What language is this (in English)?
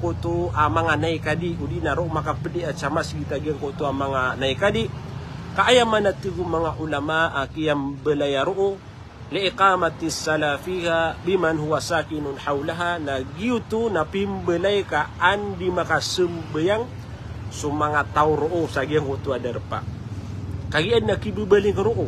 Maranao